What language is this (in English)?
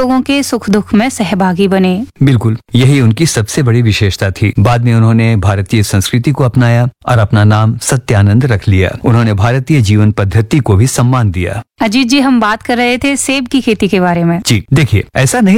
Hindi